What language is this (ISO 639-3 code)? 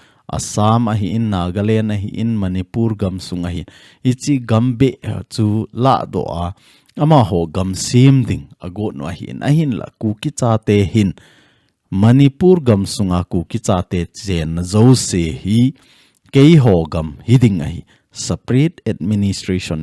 tcz